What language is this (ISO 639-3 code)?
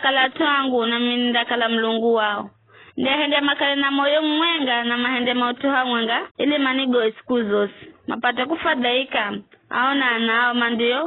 nyf